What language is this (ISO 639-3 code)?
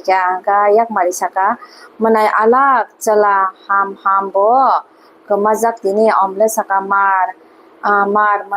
trp